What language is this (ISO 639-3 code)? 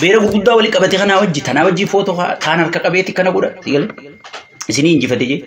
orm